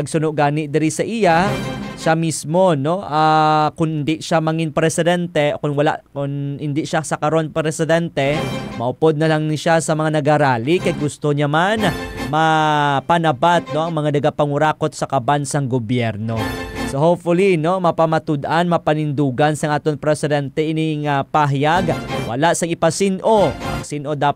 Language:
Hiligaynon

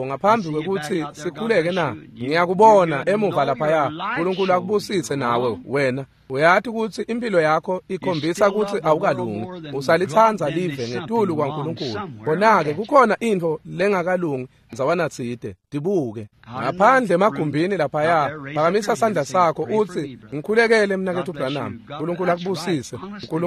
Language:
Swati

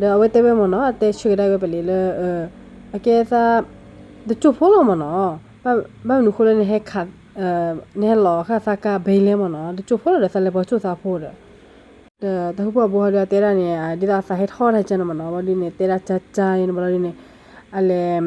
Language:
S'gaw Karen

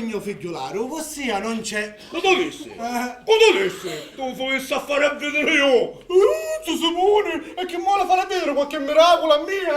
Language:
Sicilian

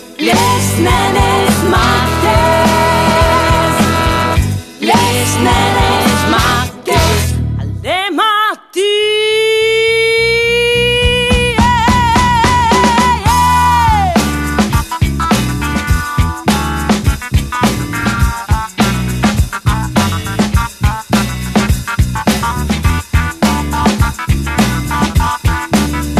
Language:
Catalan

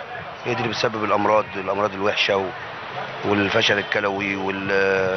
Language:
Egyptian Arabic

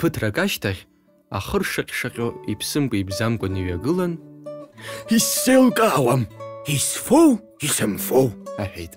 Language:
Abkhazian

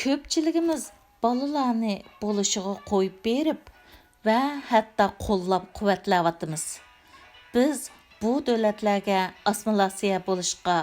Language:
Uyghur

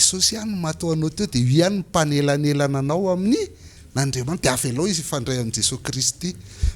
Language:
Malagasy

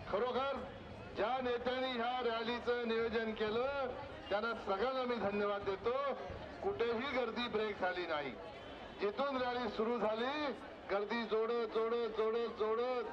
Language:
Marathi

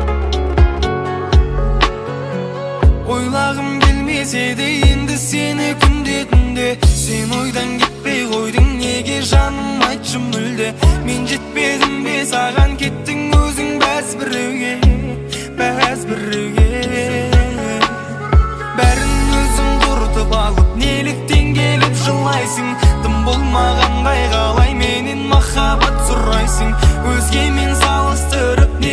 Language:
Kazakh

